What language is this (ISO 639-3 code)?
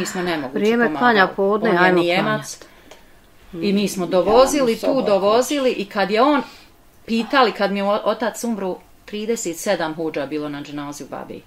bos